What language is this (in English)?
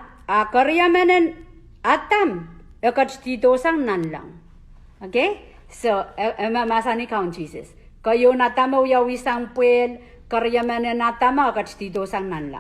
Pohnpeian